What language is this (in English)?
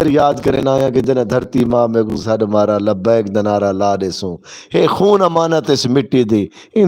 Saraiki